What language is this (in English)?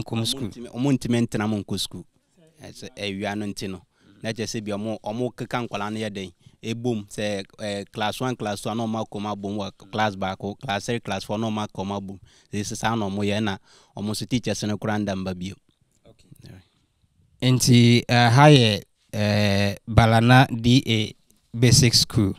Akan